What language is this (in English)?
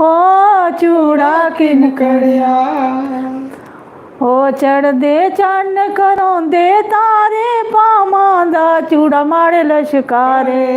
Dogri